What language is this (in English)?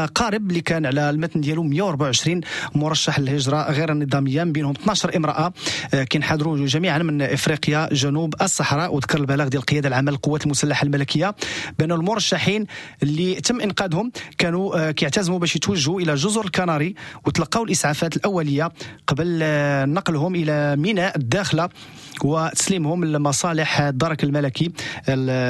Moroccan Arabic